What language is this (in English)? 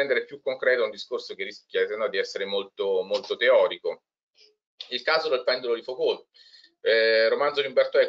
Italian